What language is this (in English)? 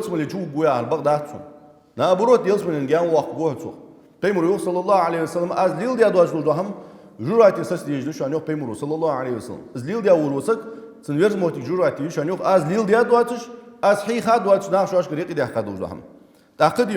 Ingush